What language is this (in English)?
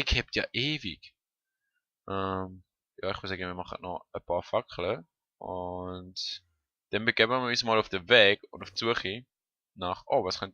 Swiss German